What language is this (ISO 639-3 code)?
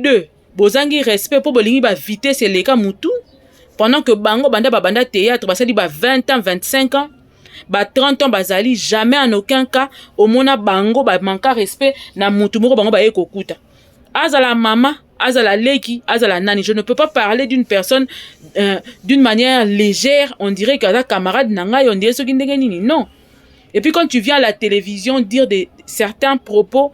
lin